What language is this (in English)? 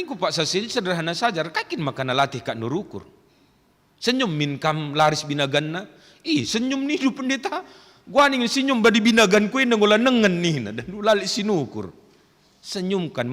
Batak Karo